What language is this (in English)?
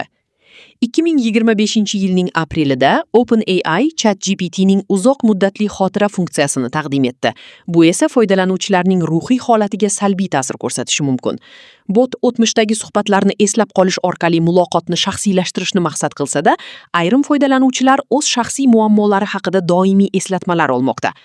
Uzbek